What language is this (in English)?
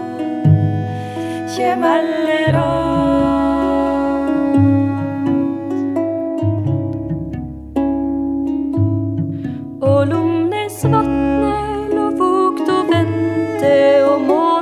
Norwegian